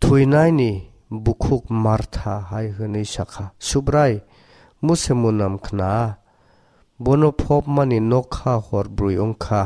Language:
Kok Borok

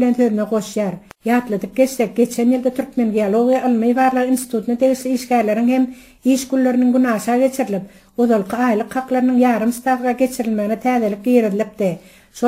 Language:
Turkmen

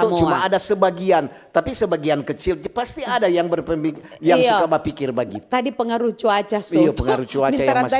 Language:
Manado Malay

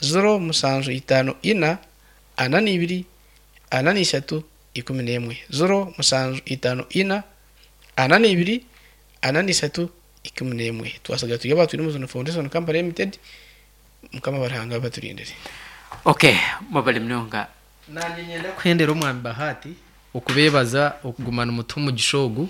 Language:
Nyankole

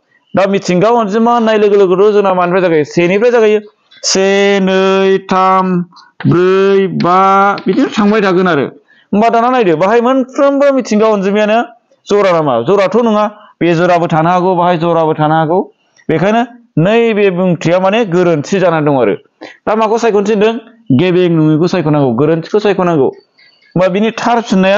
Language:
Bodo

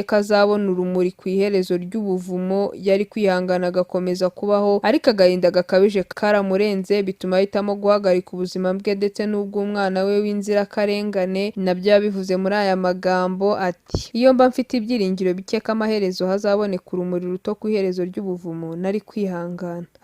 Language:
Kinyarwanda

